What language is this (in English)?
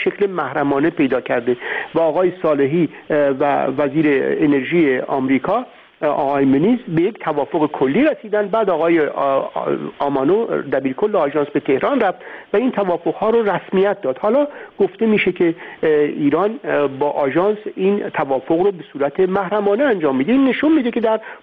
Persian